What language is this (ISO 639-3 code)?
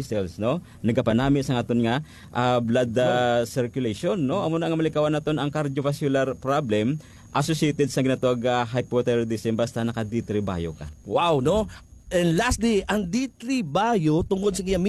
hil